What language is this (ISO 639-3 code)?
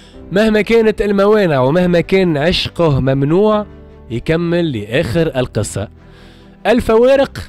aeb